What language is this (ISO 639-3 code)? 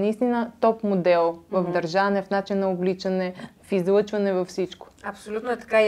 bul